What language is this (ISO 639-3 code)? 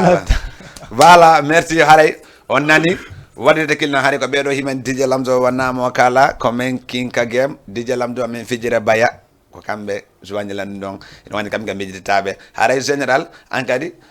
ful